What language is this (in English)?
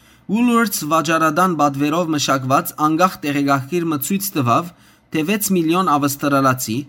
Western Armenian